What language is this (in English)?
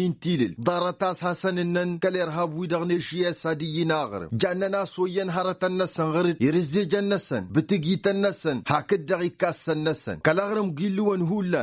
Tamasheq